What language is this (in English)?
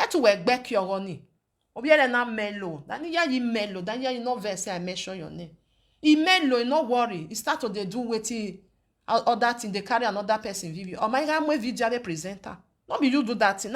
Nigerian Pidgin